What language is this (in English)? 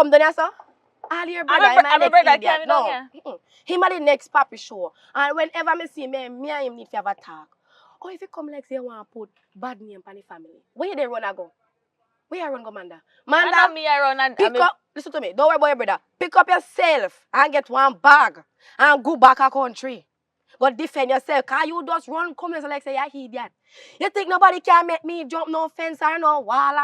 Jamaican Creole English